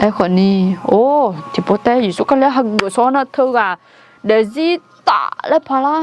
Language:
Akha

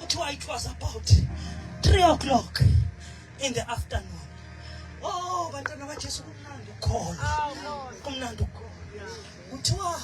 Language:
Zulu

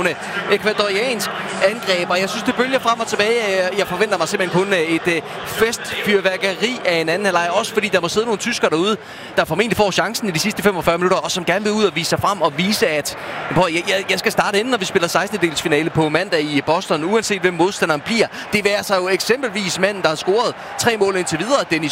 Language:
Danish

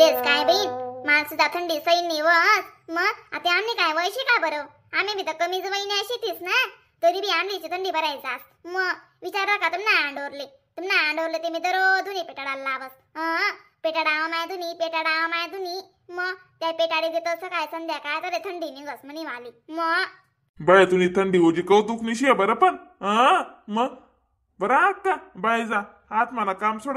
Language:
Khandesi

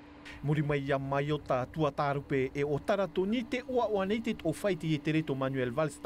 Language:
Tahitian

